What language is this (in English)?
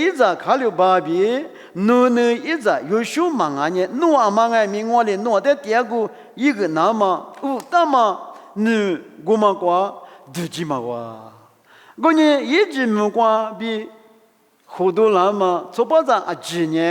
Lisu